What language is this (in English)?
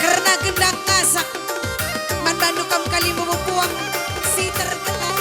Batak Karo